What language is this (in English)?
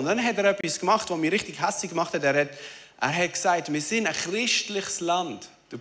Swiss German